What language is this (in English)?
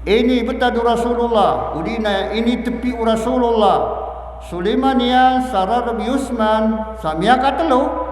Maranao